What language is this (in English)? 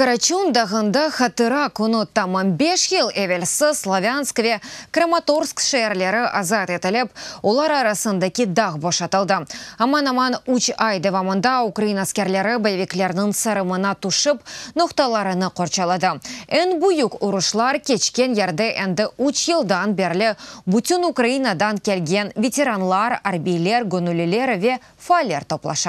Crimean Tatar